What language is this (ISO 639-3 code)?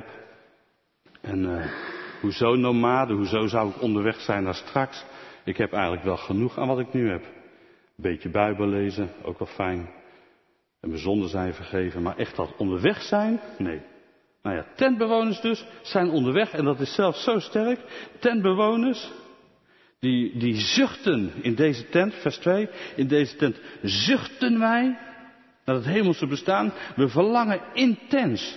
nld